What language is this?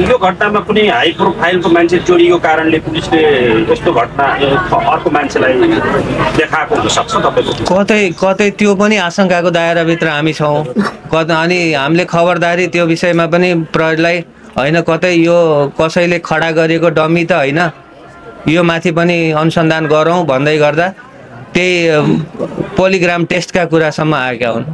Nepali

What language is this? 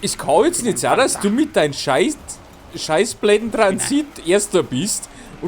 Bavarian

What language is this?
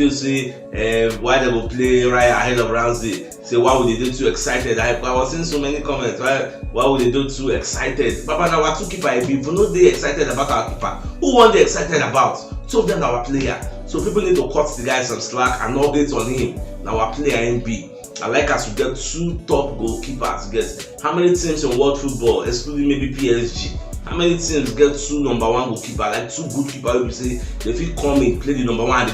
Nigerian Pidgin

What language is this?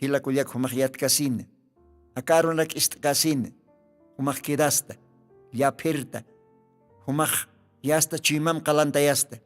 Aymara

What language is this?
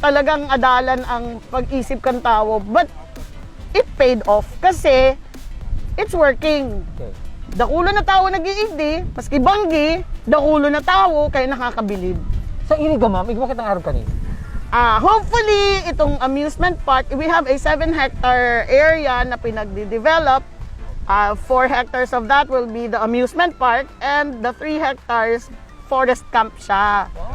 Bikol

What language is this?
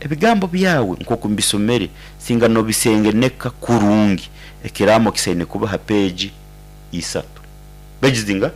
Nyankole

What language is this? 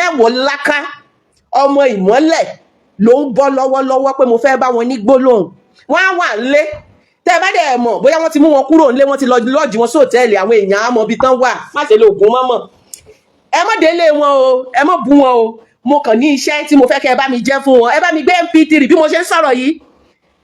Yoruba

